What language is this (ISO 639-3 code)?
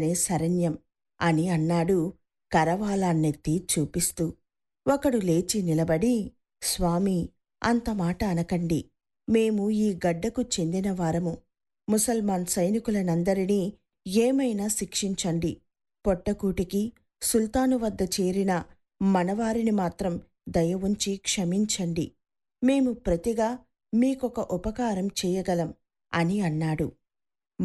tel